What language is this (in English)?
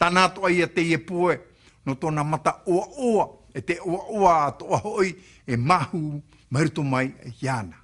Tahitian